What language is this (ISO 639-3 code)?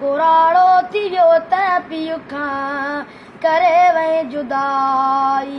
snd